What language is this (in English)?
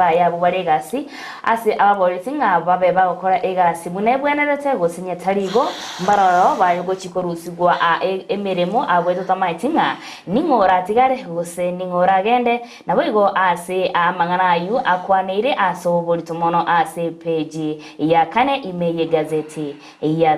Gusii